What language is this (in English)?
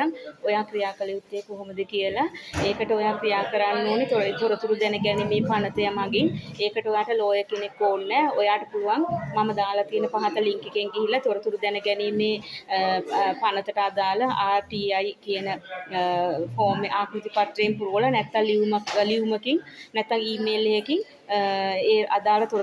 Sinhala